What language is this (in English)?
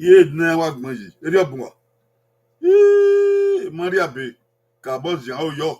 Bini